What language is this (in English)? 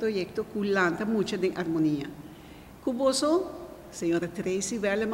Papiamento